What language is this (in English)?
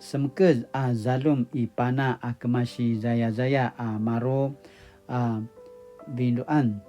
Paiwan